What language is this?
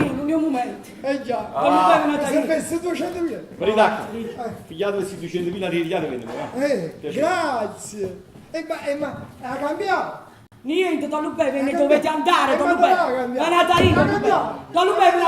Neapolitan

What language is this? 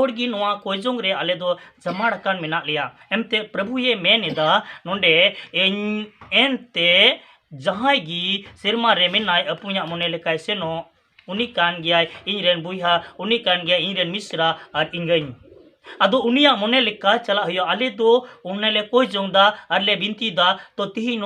Santali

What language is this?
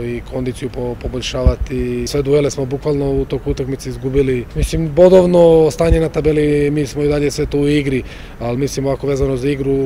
Serbian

